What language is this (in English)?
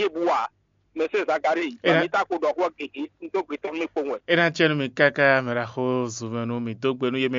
Fon